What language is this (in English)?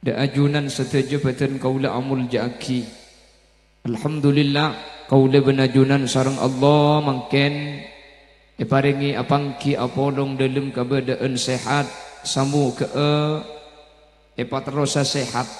Madurese